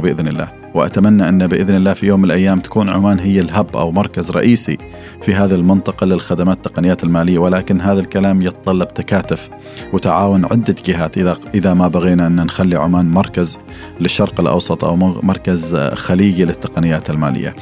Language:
Gulf Arabic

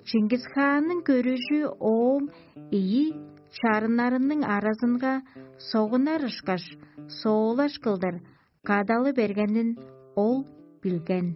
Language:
Tuvinian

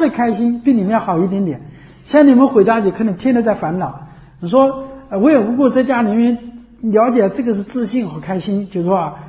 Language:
Chinese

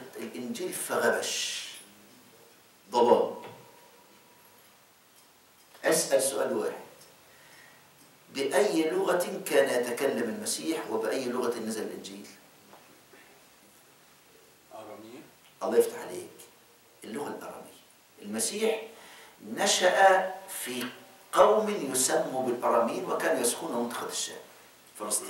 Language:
Egyptian Arabic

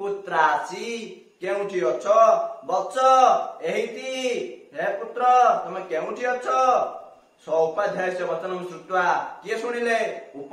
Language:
Odia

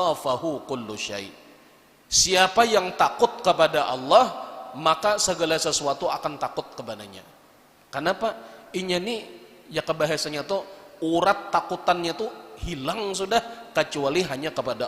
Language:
Banjar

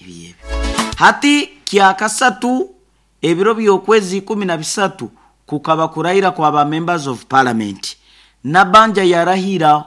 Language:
Nyoro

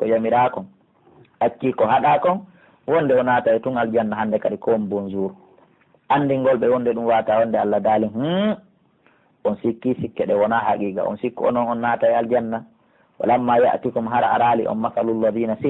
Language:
Pular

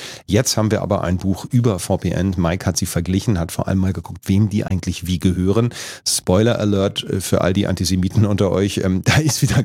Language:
German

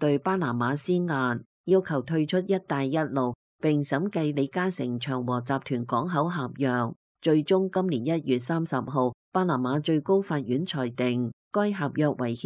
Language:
Cantonese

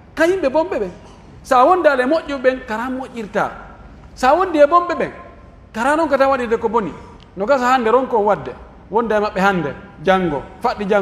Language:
Pular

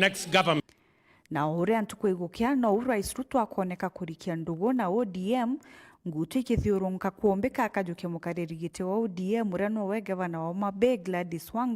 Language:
Meru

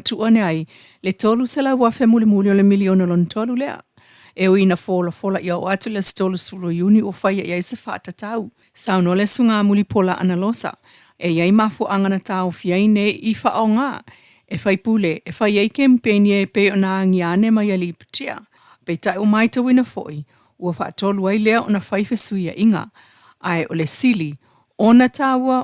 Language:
Samoan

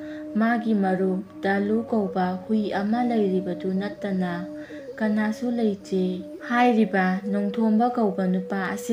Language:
Manipuri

